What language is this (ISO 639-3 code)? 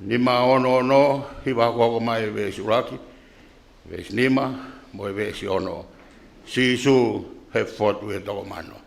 ton